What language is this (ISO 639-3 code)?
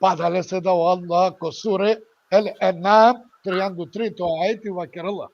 rmn